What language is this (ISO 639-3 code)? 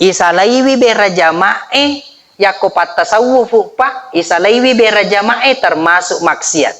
bug